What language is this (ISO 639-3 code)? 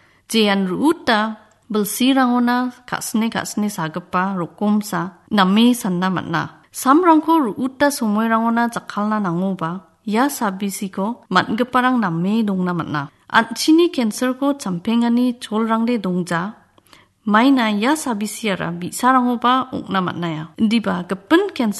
grt